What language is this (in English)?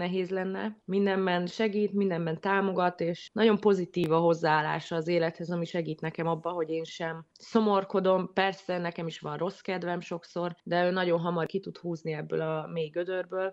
Hungarian